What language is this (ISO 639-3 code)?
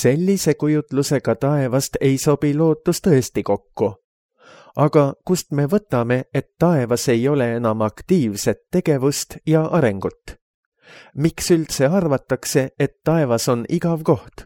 est